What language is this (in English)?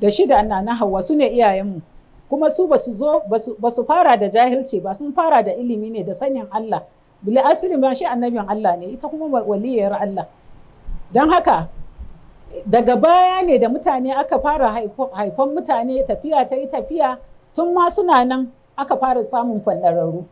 Hausa